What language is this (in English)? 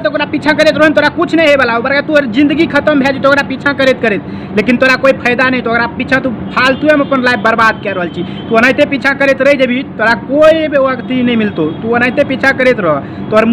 Maithili